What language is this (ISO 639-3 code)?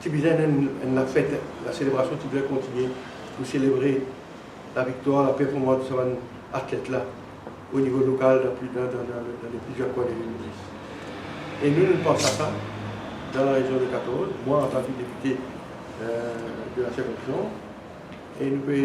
mfe